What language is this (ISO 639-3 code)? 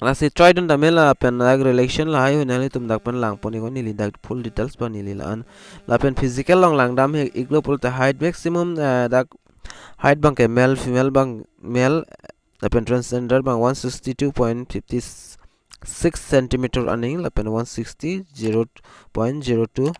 mjw